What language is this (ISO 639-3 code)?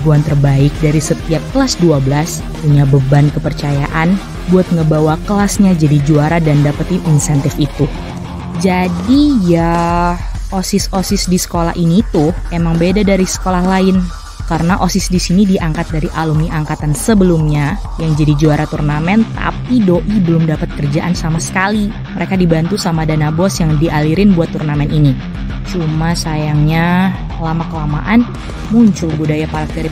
ind